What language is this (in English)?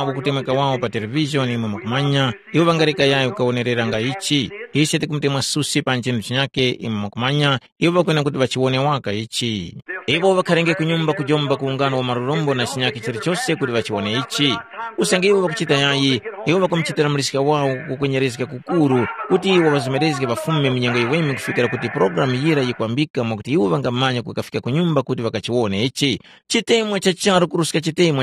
Tumbuka